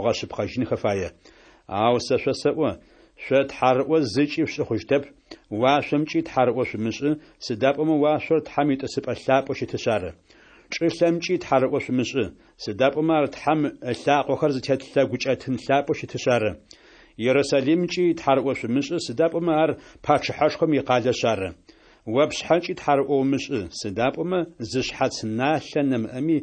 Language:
Kabardian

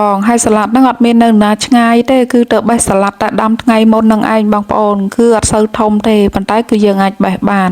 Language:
Khmer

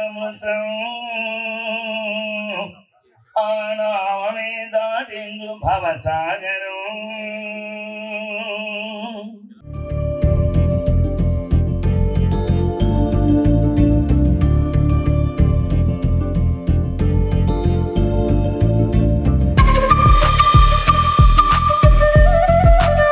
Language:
Telugu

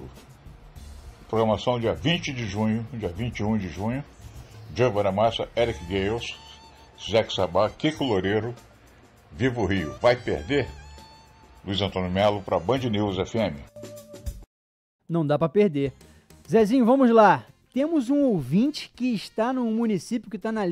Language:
Portuguese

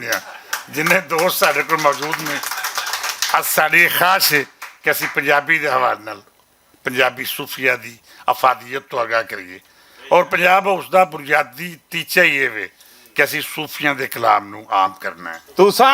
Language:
Western Panjabi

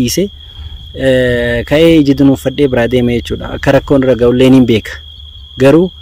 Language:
Oromo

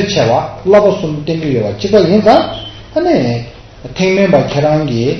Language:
Tibetan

